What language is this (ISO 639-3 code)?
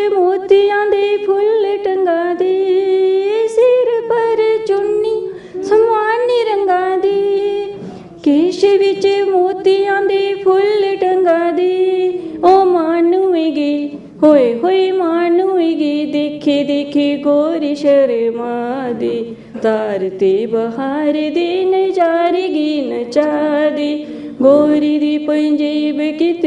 doi